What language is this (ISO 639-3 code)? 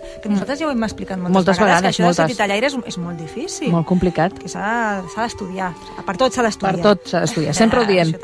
cat